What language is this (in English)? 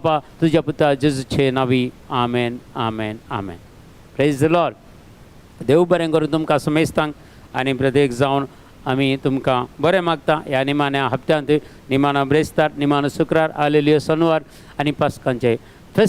Konkani